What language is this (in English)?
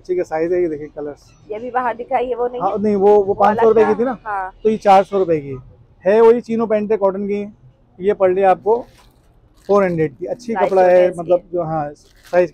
Hindi